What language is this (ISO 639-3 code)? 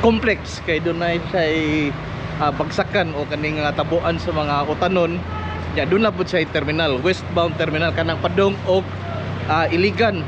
ceb